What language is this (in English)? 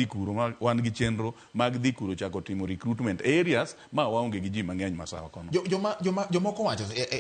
Luo (Kenya and Tanzania)